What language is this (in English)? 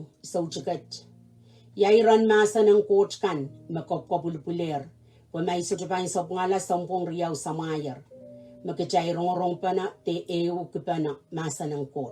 Pohnpeian